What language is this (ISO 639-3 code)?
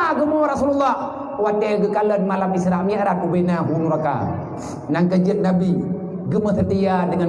ace